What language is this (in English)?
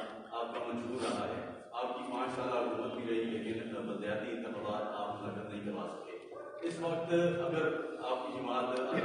Urdu